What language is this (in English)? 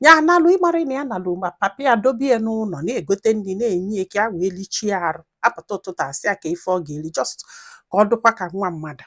Igbo